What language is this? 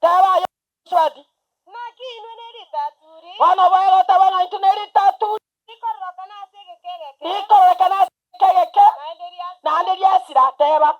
Gusii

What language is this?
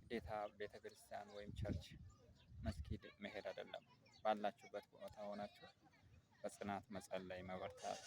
Amharic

